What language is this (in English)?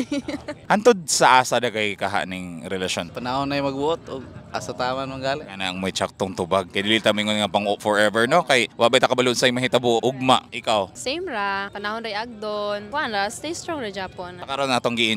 Cebuano